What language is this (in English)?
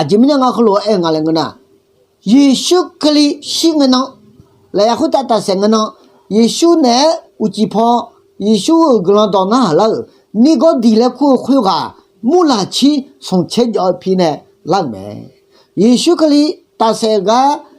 Akha